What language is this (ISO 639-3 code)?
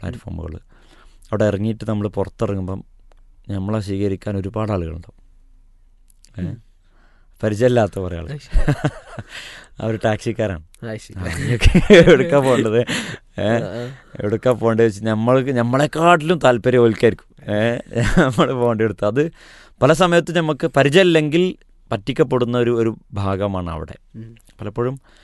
mal